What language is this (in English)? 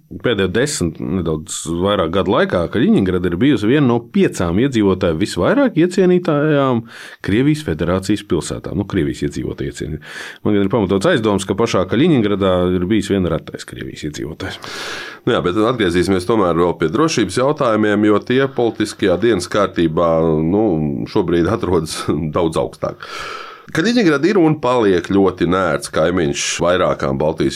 Latvian